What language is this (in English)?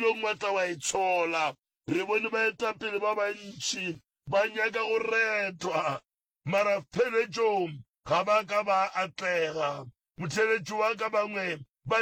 Northern Sotho